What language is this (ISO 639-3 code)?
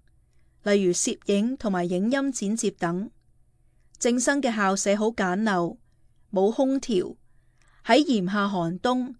yue